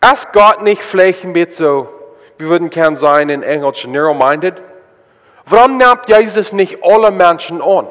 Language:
Plautdietsch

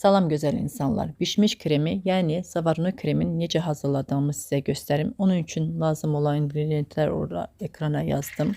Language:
Azerbaijani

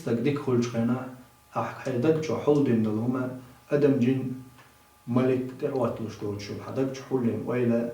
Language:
Chechen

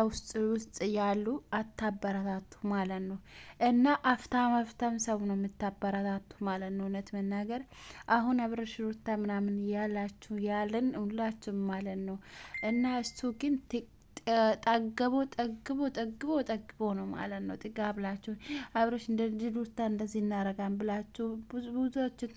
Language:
Amharic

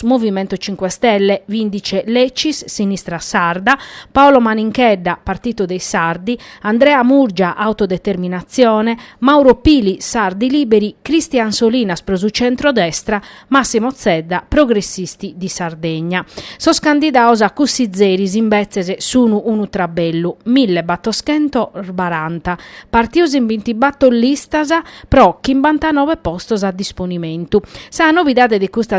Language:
Sardinian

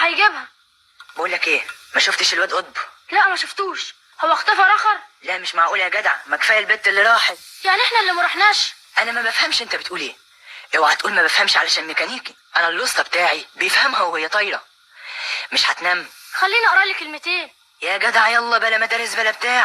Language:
Egyptian Arabic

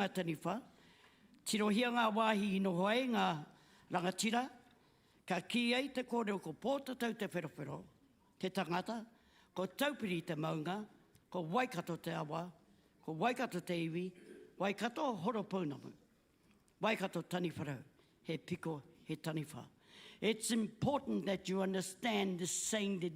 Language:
Māori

